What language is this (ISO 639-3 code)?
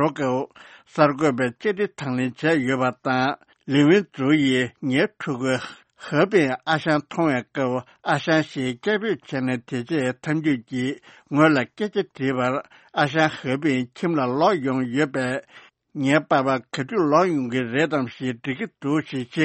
bod